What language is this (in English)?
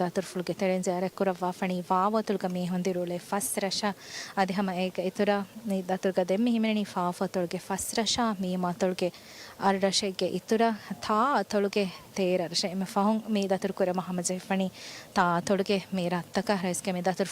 Divehi